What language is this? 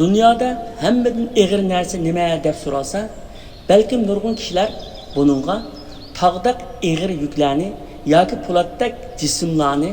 Uyghur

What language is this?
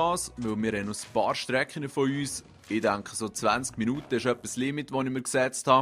Swiss German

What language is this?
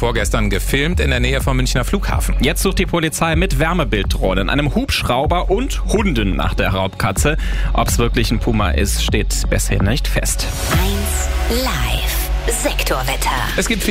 German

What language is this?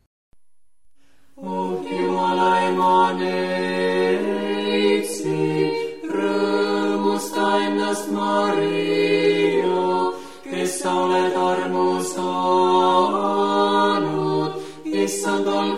Estonian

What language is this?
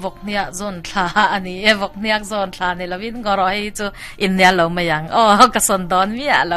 Mizo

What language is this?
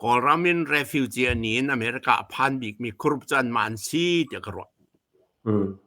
Hakha Chin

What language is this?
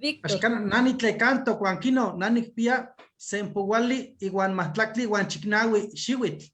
Eastern Huasteca Nahuatl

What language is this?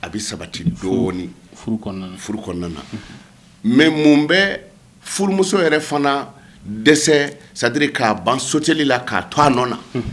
Bambara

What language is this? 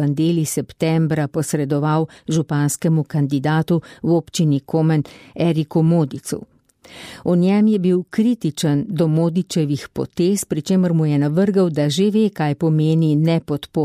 Slovenian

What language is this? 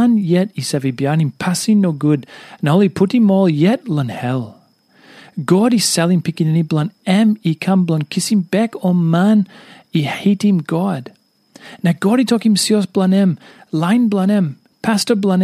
Tok Pisin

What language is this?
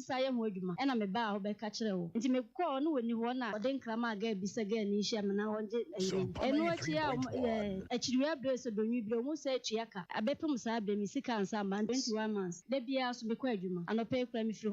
Akan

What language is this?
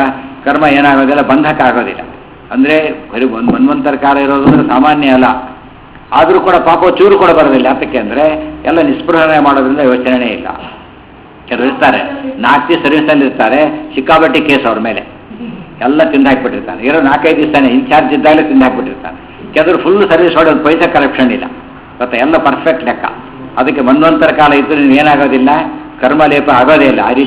Kannada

